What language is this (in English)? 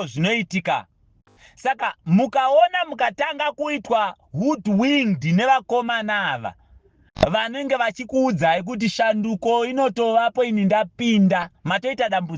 Shona